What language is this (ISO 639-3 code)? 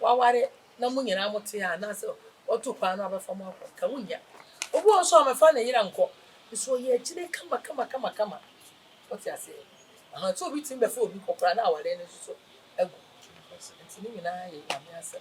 aka